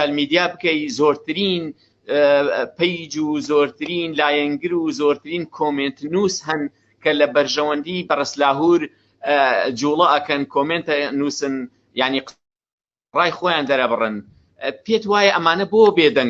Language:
Central Kurdish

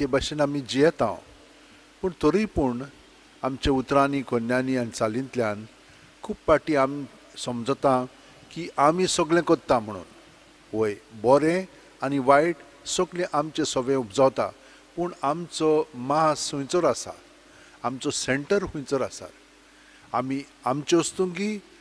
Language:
Konkani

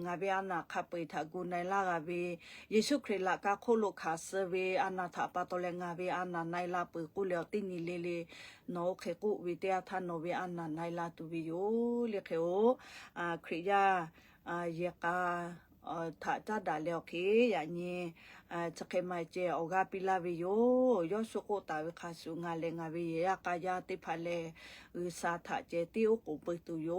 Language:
Lahu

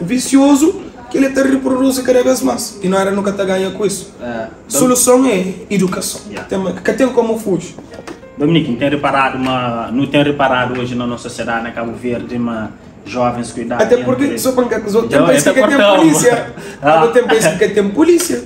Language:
Kabuverdianu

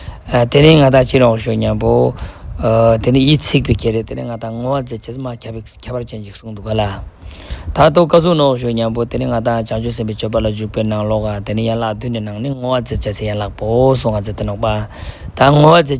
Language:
Ladakhi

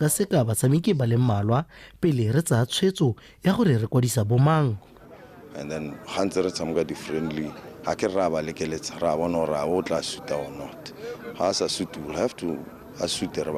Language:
Tswana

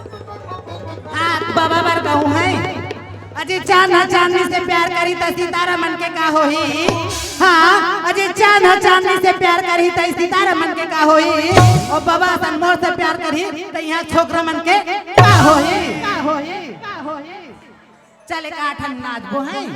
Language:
Chhattisgarhi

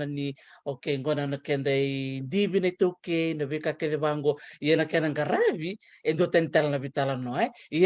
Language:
Fijian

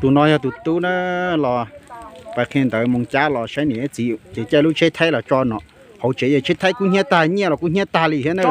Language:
Hmong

